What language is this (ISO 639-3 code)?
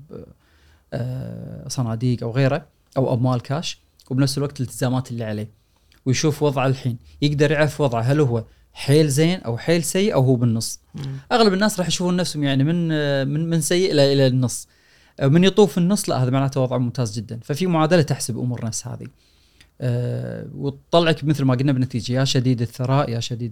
afb